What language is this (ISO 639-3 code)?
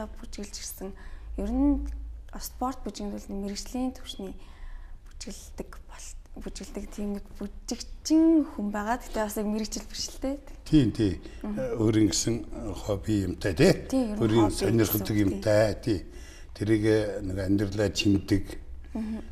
mon